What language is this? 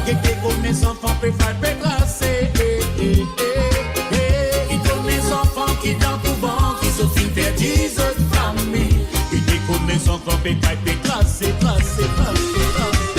Morisyen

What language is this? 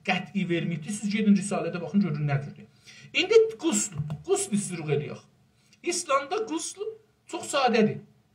South Azerbaijani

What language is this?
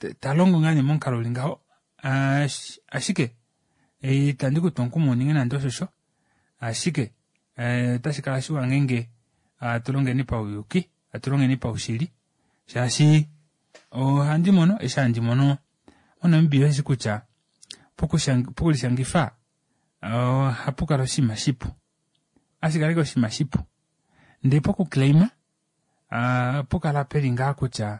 Kuanyama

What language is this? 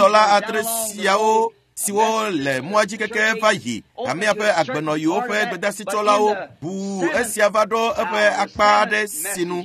Ewe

